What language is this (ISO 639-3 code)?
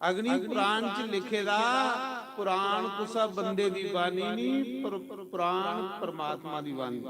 doi